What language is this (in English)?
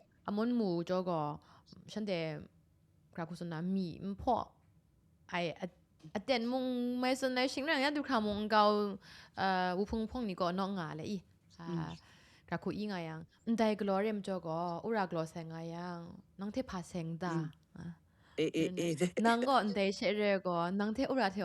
Kachin